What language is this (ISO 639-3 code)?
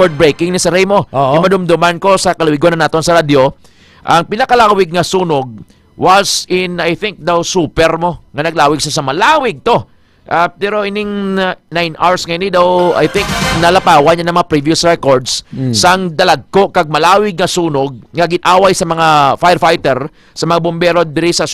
hil